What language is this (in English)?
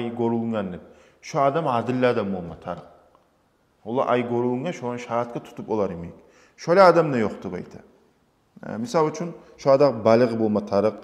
Kumyk